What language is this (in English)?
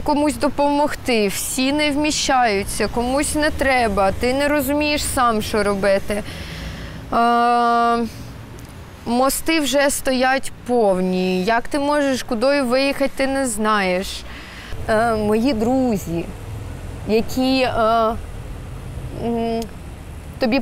Ukrainian